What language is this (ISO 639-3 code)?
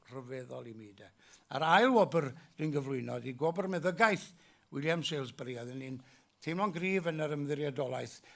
cym